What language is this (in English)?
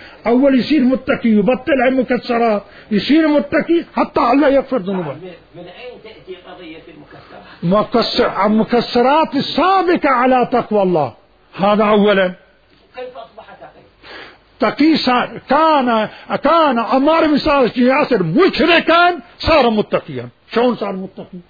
Mesopotamian Arabic